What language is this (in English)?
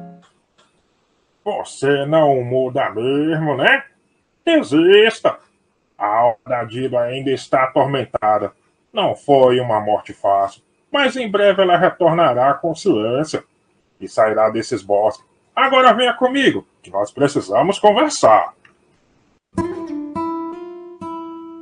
Portuguese